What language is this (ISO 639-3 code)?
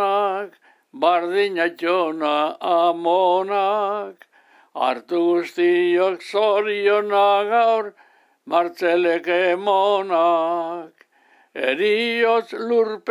eus